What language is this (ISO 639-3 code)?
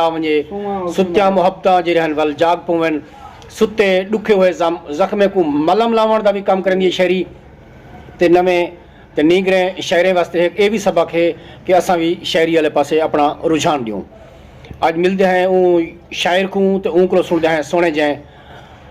skr